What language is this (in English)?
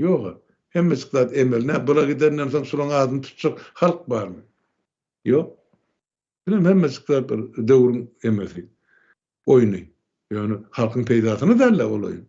Turkmen